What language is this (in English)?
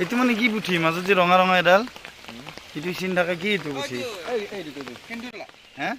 Assamese